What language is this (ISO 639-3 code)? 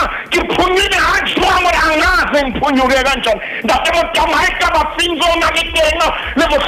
sot